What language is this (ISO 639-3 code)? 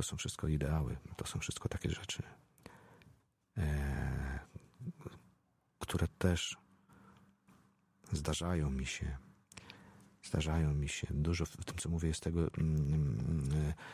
pol